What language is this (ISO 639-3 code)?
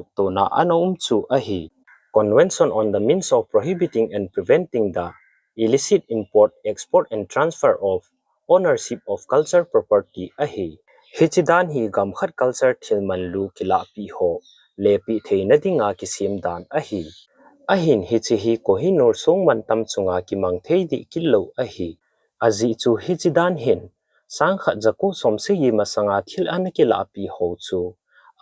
tcz